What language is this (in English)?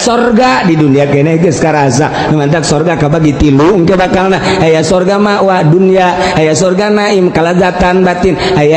Sundanese